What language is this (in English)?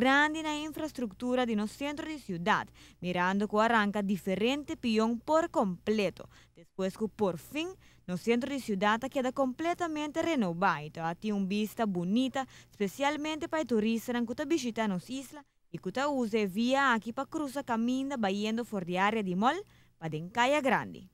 Papiamento